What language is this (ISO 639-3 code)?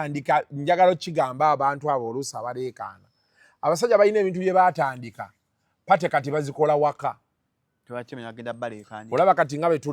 lug